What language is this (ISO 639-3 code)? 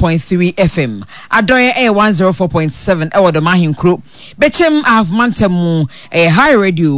aka